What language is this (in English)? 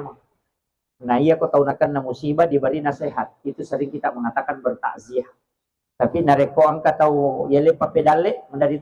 Buginese